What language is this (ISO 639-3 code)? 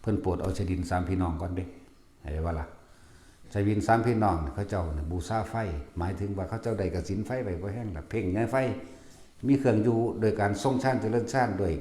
tts